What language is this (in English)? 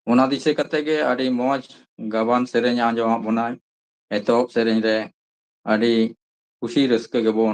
Santali